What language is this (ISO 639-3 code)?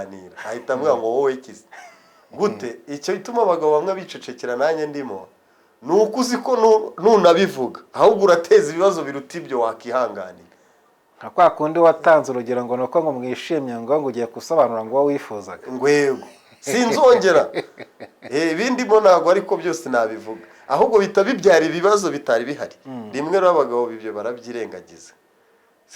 kin